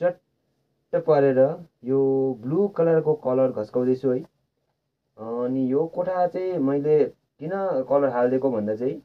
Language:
Nepali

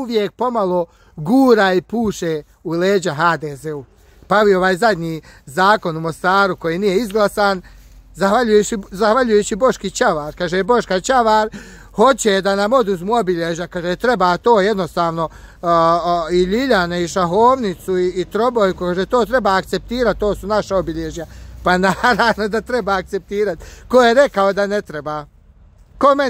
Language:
Bosnian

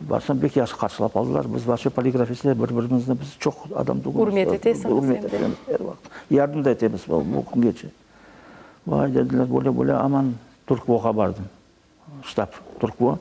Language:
Crimean Tatar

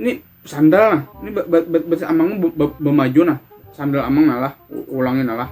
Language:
Banjar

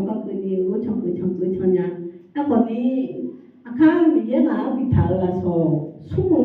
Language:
Akha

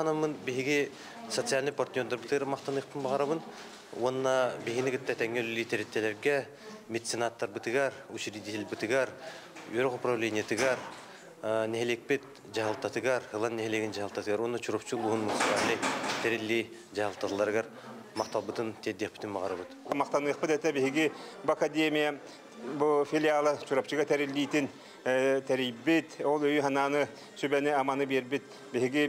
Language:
Yakut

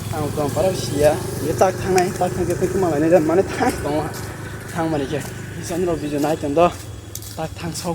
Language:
Kok Borok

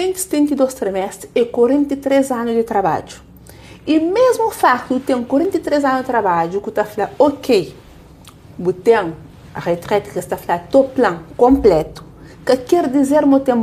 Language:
Kabuverdianu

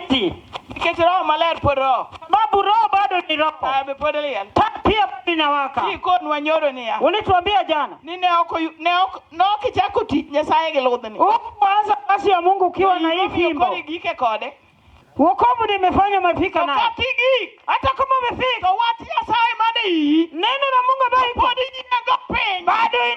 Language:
Luo (Kenya and Tanzania)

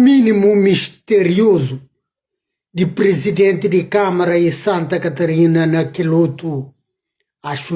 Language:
Kabuverdianu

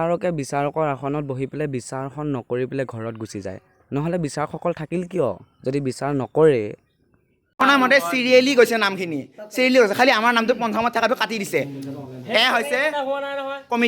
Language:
Assamese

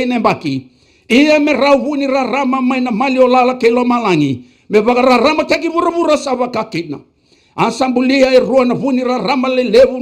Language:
Fijian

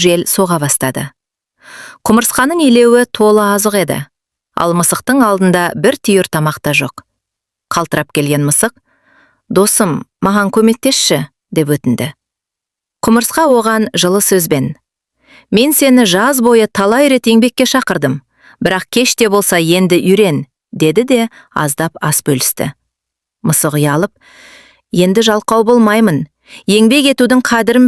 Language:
Kazakh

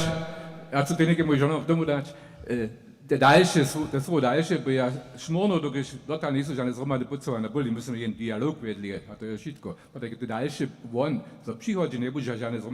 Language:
Upper Sorbian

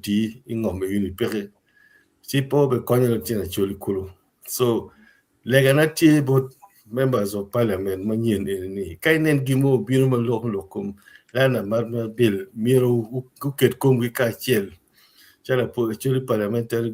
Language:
Acoli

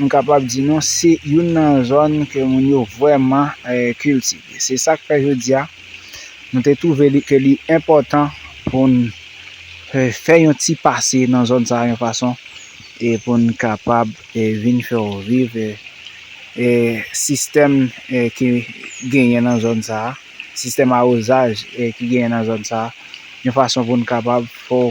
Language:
Haitian Creole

